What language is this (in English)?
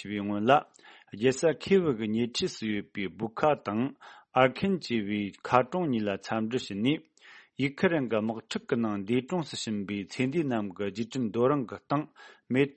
Tibetan